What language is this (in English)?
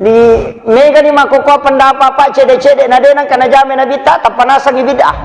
Buginese